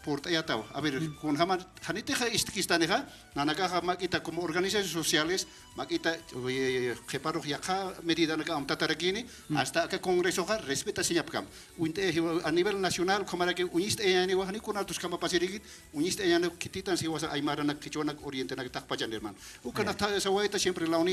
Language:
Aymara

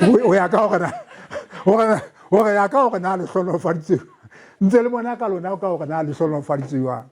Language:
Southern Sotho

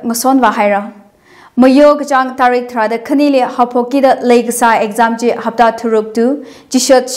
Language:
Tangkhul Naga (India)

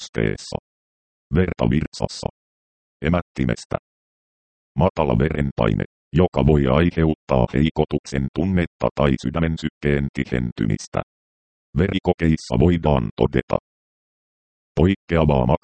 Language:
Finnish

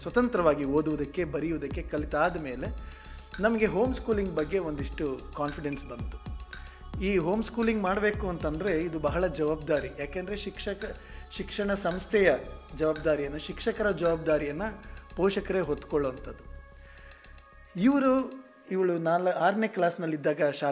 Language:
Kannada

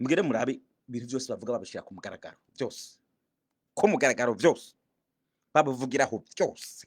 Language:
Rundi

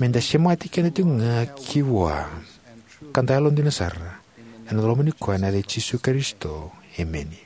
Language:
Fijian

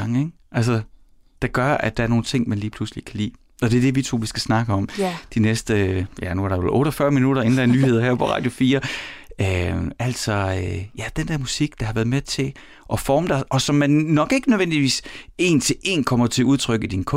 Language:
Danish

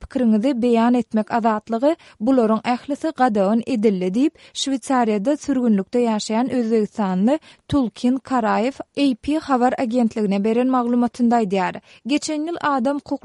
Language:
Turkmen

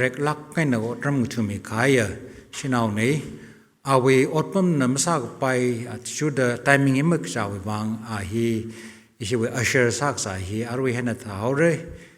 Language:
Tangkhul Naga (India)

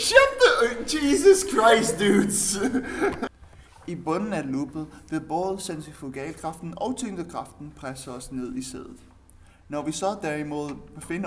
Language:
Danish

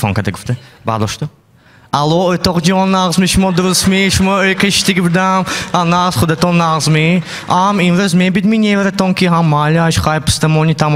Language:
Tajik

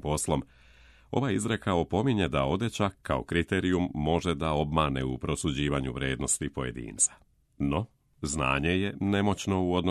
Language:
Serbian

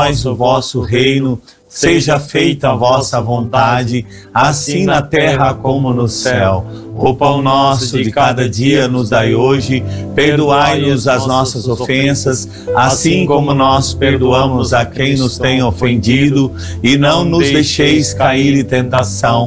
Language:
Portuguese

